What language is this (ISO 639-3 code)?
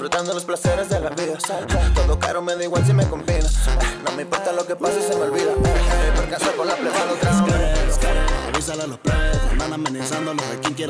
spa